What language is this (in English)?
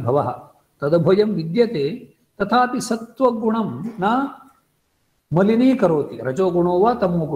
Sanskrit